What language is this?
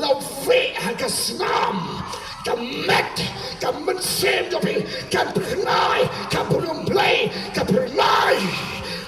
Khasi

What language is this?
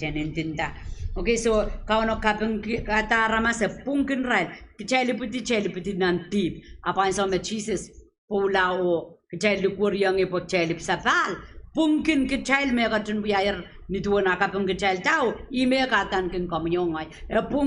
Pohnpeian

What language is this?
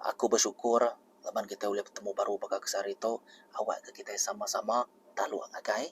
Iban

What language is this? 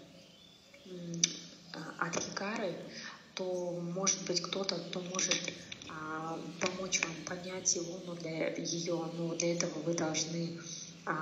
Russian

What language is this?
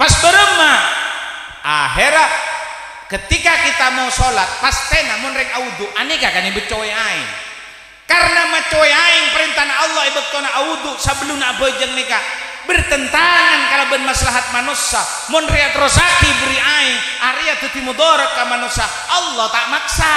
Madurese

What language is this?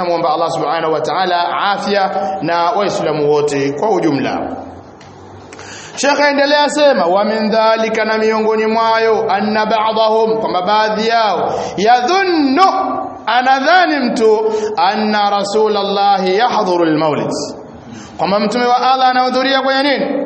Swahili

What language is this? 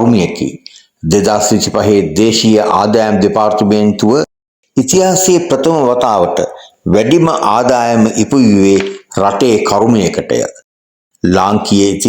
Sinhala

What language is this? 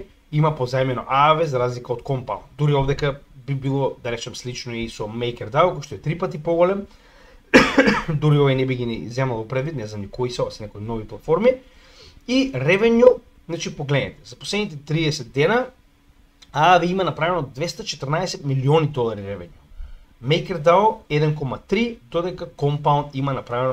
Macedonian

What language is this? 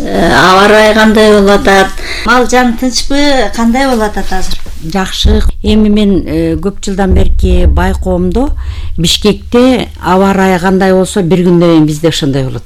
Kyrgyz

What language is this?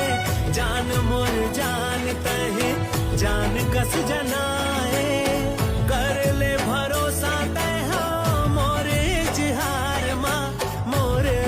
Chhattisgarhi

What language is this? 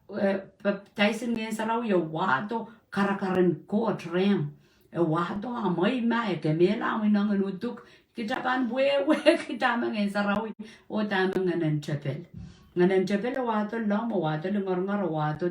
Pohnpeian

